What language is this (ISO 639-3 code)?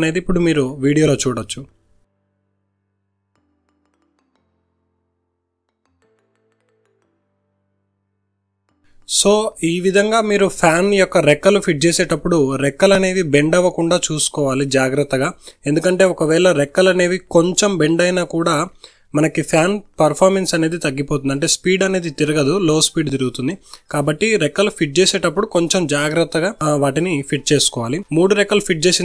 tel